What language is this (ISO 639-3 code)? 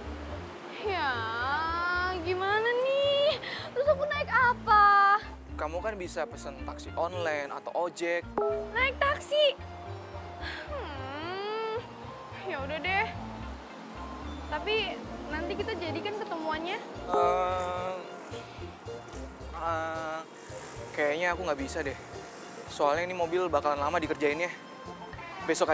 ind